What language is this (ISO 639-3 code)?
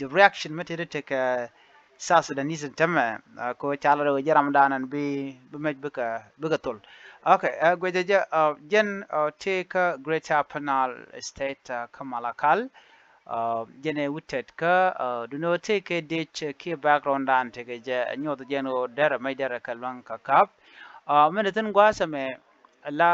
nus